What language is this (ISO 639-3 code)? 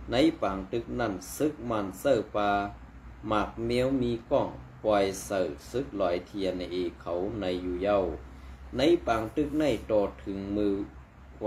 shn